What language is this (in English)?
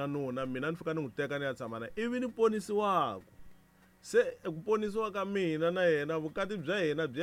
Tsonga